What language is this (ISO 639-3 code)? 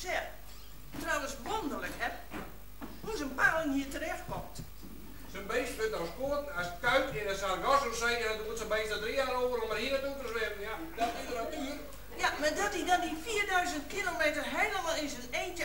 fry